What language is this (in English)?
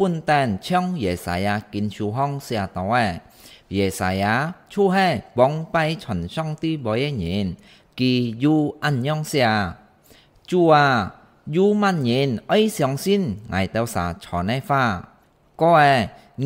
Hakka Chinese